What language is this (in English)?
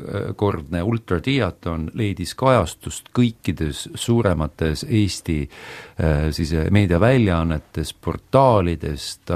Estonian